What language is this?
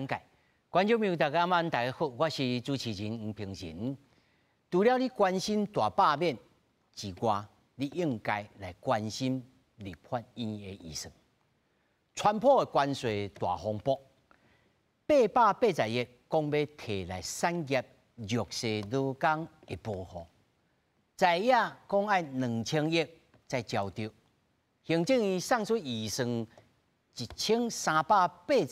Min Nan Chinese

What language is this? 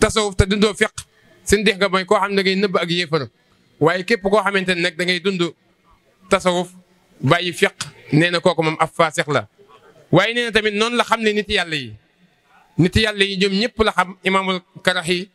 Wolof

